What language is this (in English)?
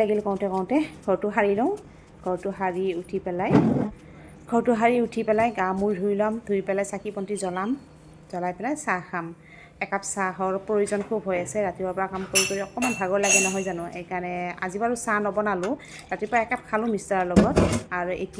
Assamese